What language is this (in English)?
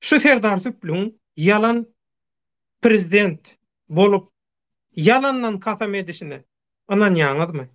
Turkmen